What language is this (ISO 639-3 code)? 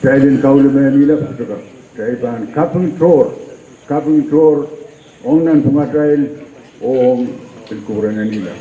pon